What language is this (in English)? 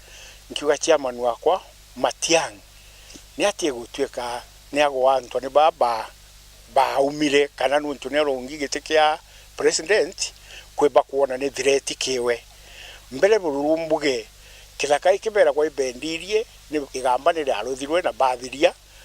Meru